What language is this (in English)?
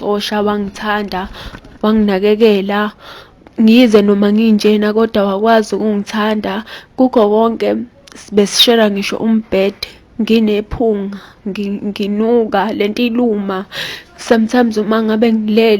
Zulu